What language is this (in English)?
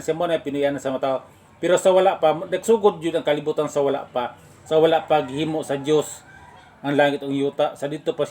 Cebuano